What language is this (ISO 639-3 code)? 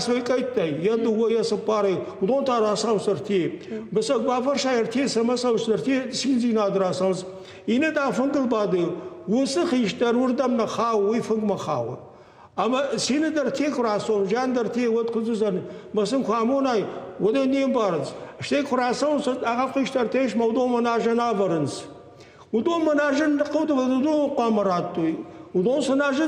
oss